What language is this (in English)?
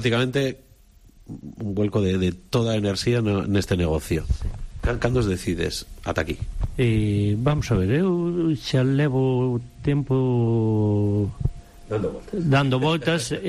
Galician